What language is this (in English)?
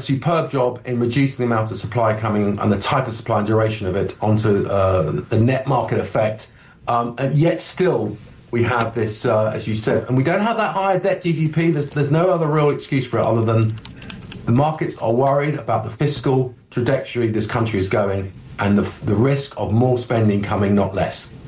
English